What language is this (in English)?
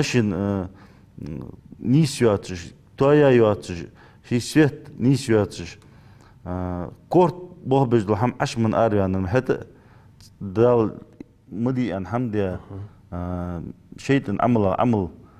Ingush